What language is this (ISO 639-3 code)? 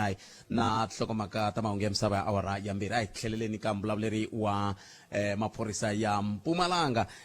tso